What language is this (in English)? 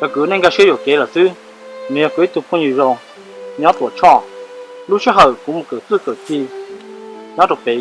Hmong